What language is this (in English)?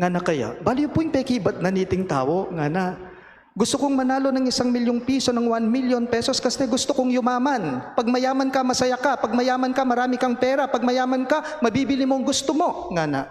Pampanga